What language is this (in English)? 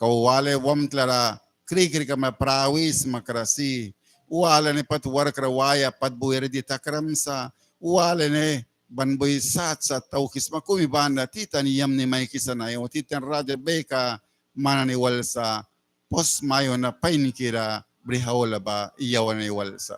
Mískito